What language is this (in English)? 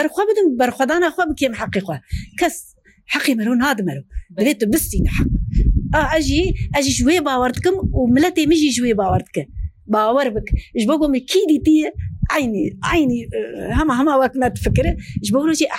Kurdish